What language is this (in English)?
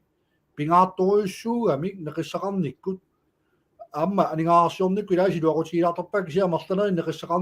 Kalaallisut